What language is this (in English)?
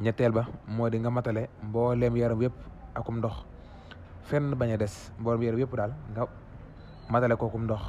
Wolof